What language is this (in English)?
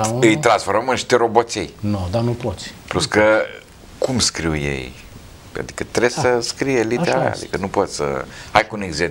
Romanian